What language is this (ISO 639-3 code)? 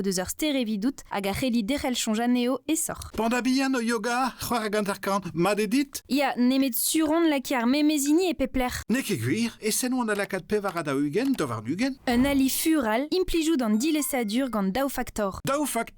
bre